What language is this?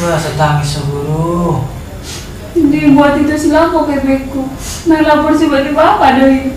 Batak Toba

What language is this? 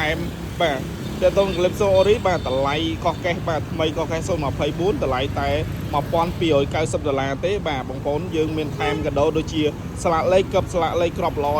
Khmer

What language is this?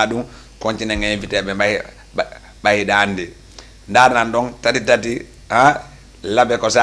Fula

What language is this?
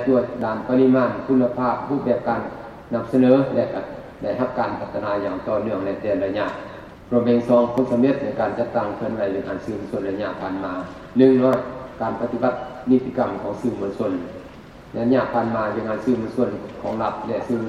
Lao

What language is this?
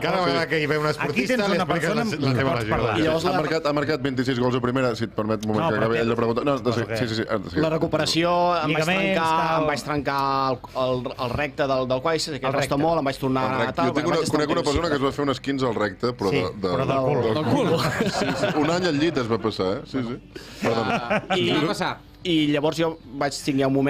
Catalan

